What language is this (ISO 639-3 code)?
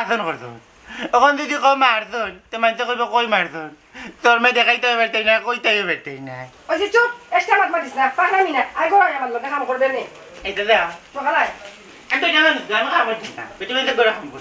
syl